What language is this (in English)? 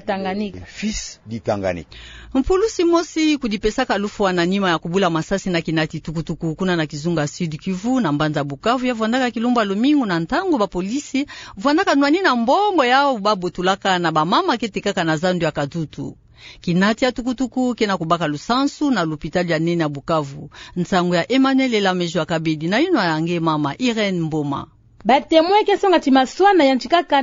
Kituba (Democratic Republic of Congo)